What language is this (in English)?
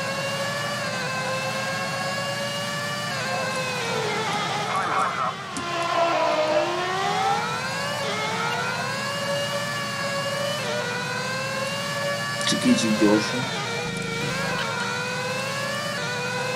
Hungarian